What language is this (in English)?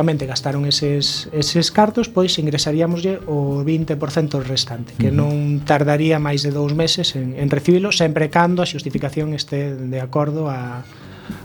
Galician